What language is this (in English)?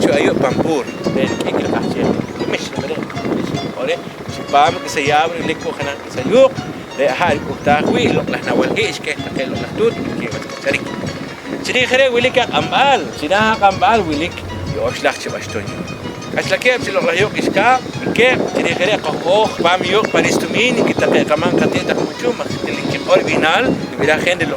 Poqomchi'